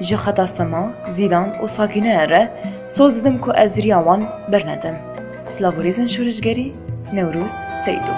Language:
Kurdish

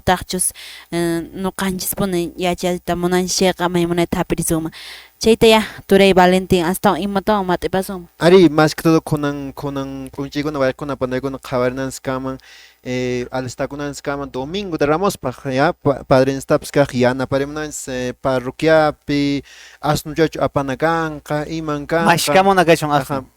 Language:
Quechua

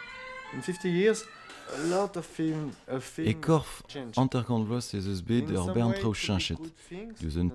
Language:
Breton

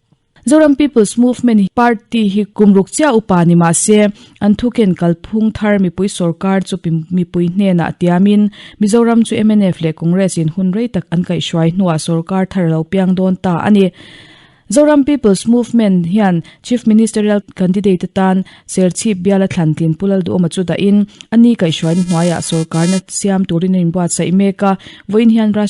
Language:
Mizo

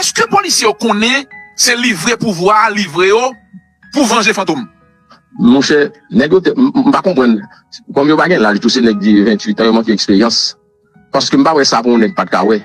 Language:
Haitian Creole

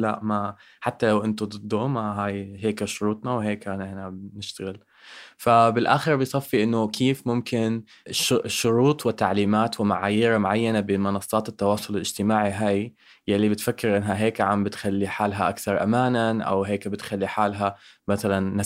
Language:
North Levantine Arabic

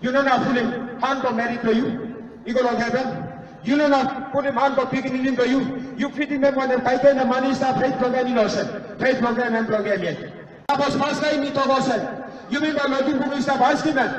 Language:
Tok Pisin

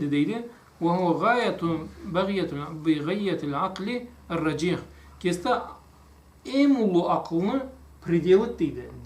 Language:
Karachay-Balkar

